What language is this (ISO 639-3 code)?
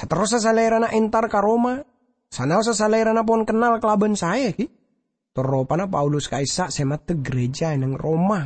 mad